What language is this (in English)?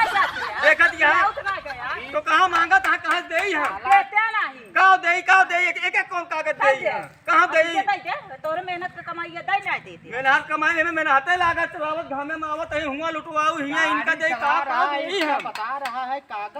Awadhi